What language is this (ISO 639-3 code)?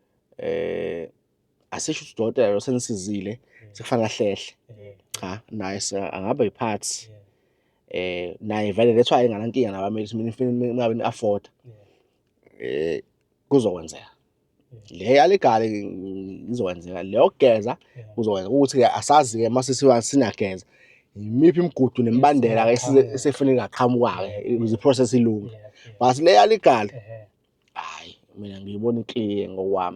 zul